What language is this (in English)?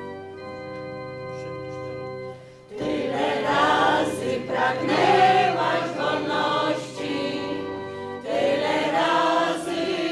Polish